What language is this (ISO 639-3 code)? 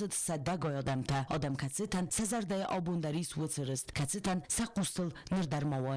oss